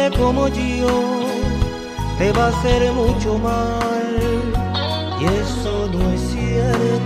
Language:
Spanish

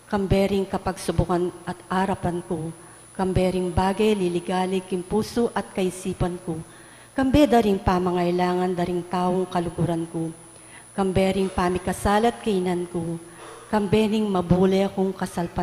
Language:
Pampanga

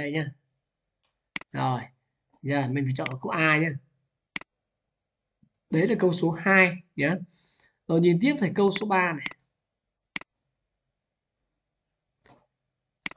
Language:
Vietnamese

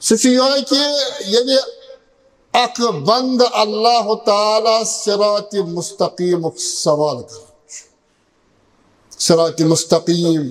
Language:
Kashmiri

